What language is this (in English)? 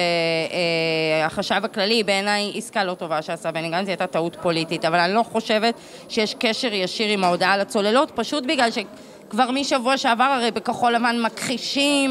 Hebrew